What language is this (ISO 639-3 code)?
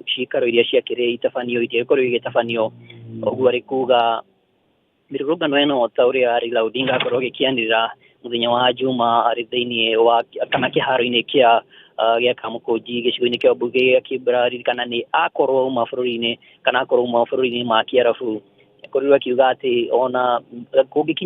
kik